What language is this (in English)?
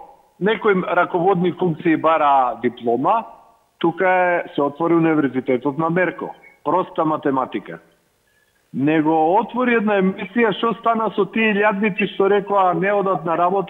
Macedonian